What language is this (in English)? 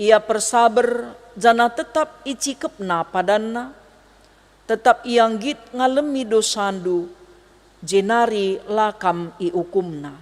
Batak Karo